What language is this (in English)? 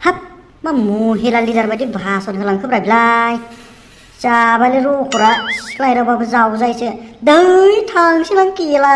Bodo